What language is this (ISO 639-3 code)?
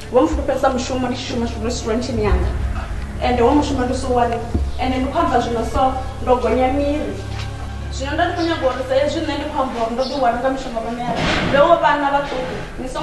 ven